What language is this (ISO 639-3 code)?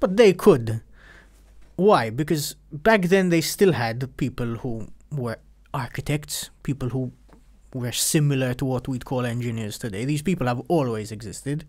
eng